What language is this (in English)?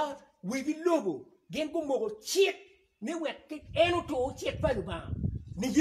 Acoli